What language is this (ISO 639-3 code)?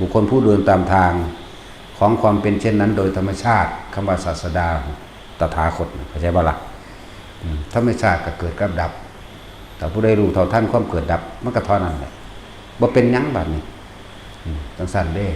tts